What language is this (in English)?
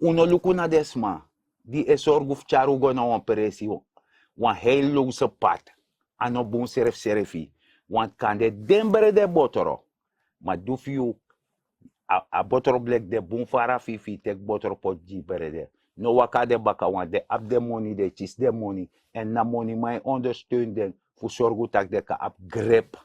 Sranan Tongo